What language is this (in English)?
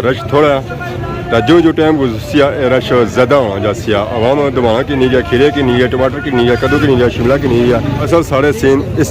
Pahari-Potwari